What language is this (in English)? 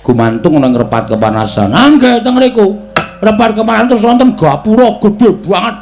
Javanese